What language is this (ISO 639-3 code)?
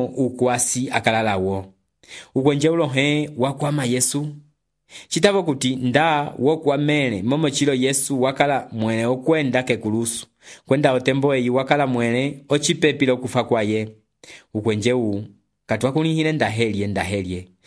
umb